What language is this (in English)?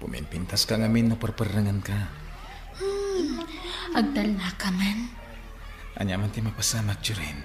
Iloko